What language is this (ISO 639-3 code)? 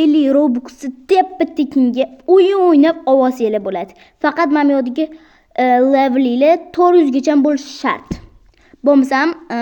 uzb